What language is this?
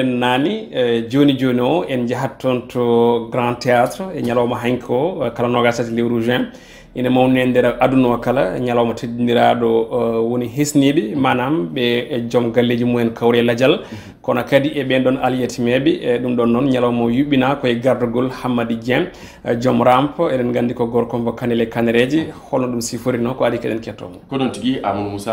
Fula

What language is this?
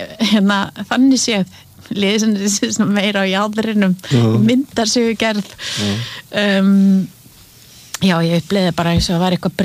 Icelandic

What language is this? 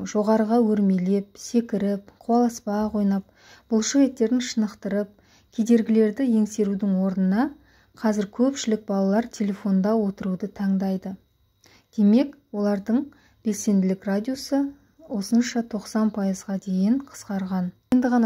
Kazakh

